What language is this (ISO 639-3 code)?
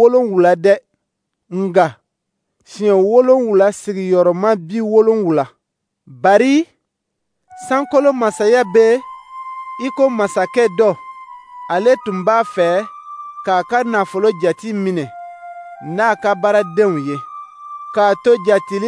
dyu